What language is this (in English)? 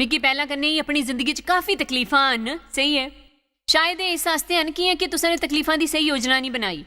Dogri